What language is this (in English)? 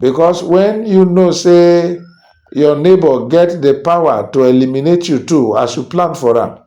Nigerian Pidgin